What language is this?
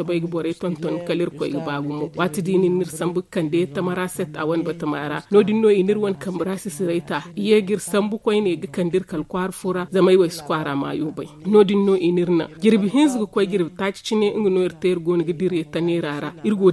Zarma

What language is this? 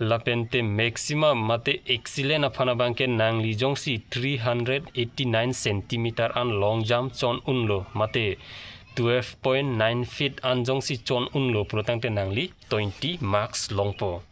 Karbi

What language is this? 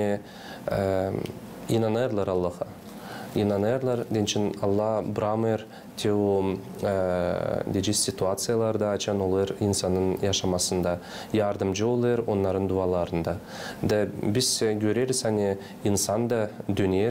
Gagauz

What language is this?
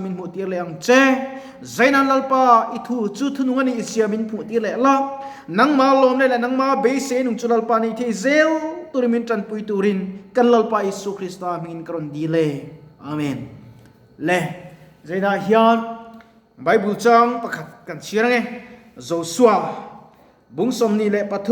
Mizo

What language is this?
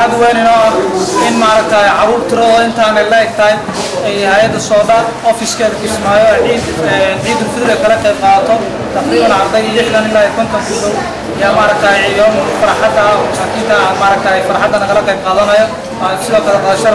Somali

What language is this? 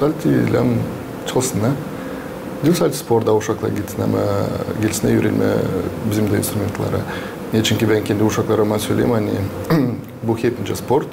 Gagauz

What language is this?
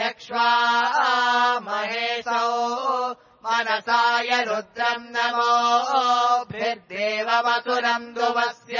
Sanskrit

